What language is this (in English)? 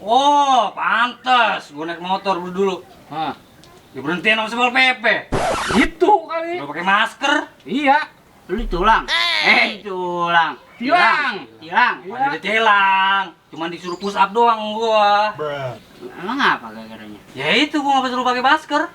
Betawi